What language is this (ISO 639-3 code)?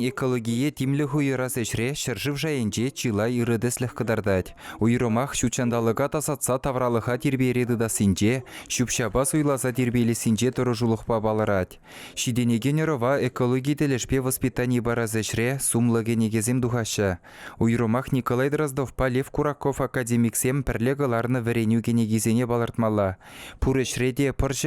chv